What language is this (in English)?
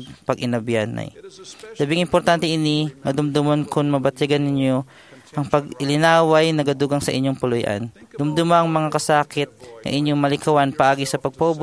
Hiligaynon